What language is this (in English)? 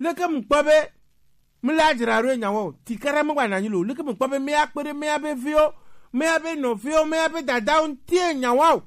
Gen